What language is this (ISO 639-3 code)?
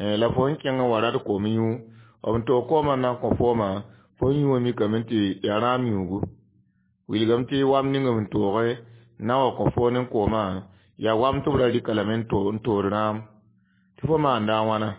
mos